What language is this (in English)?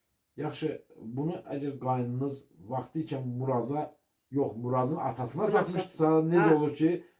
Azerbaijani